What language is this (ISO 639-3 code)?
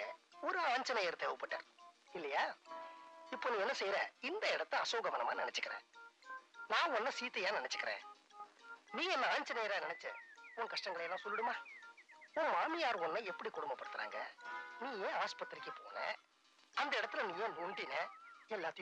tam